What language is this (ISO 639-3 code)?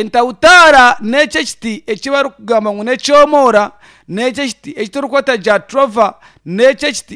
nyn